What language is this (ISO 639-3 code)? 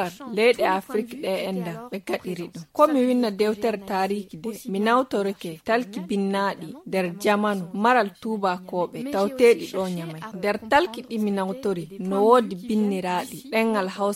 fuv